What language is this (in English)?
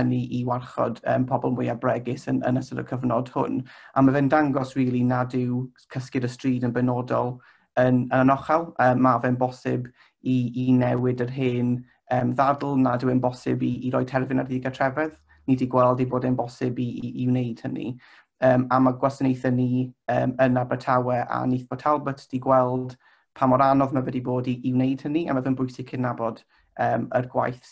Welsh